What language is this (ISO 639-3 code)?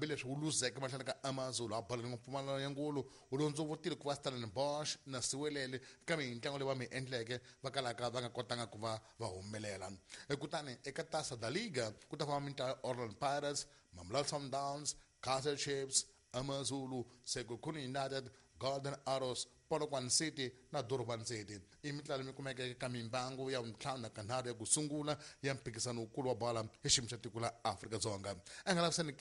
tso